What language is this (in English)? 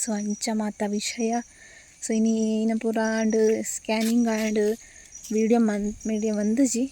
Tulu